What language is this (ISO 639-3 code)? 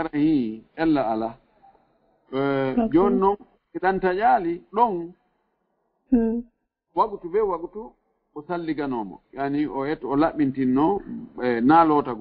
ful